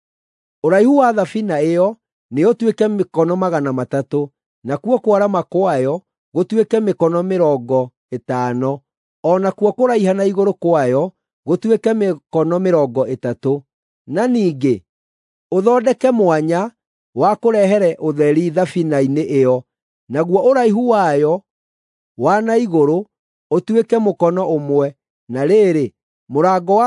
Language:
Kikuyu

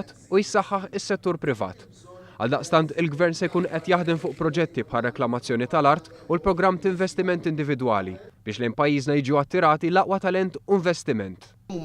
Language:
Maltese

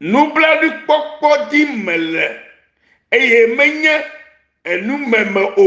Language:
Ewe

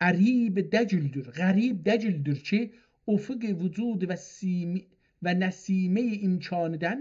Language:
South Azerbaijani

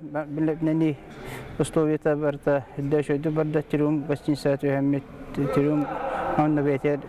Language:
Yakut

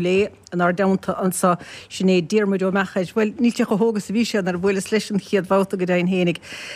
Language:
Irish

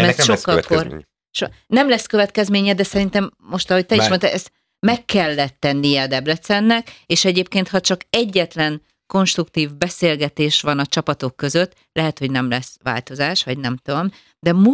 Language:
Hungarian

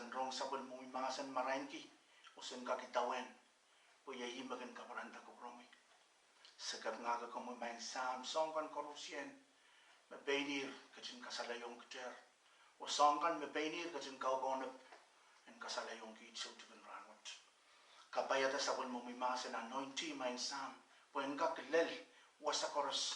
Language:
Pohnpeian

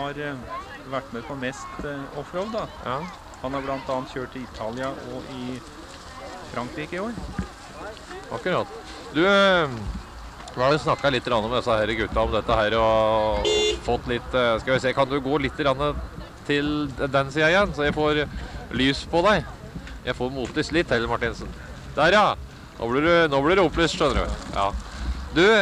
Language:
Norwegian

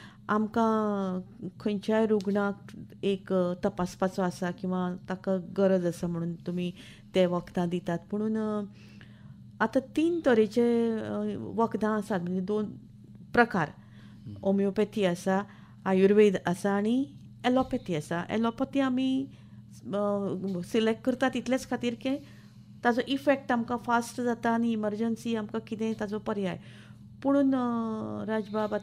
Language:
Konkani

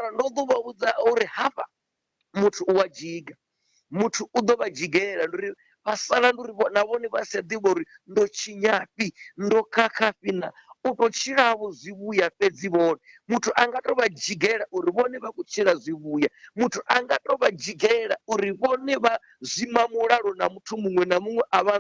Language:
Venda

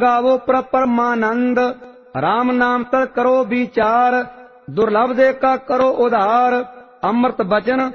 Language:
Punjabi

